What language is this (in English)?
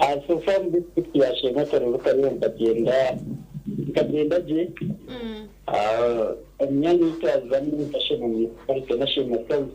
Nyankole